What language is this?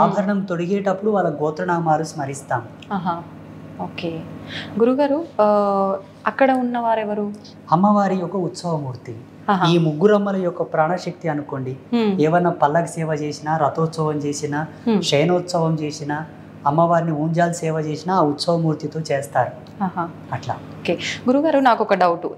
Telugu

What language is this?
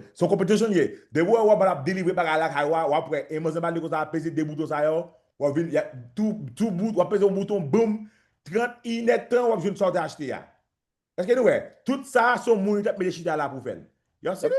Haitian Creole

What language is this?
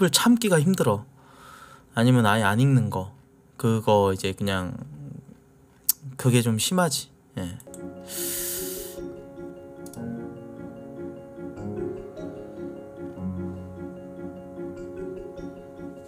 Korean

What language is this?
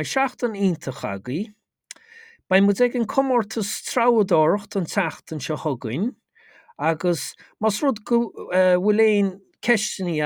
Irish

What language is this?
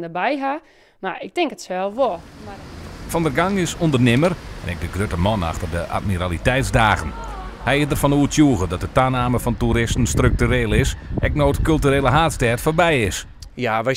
Western Frisian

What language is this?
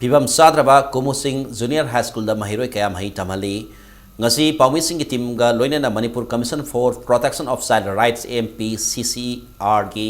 Manipuri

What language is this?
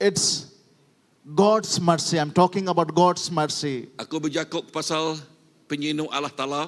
Iban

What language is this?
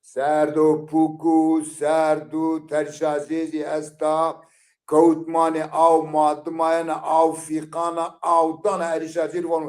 Zaza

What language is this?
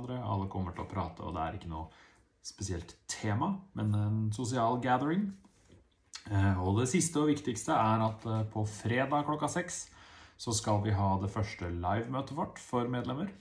Norwegian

